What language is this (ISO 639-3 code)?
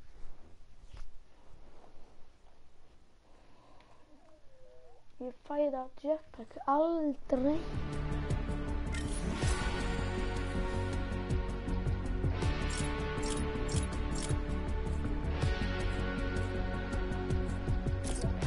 isl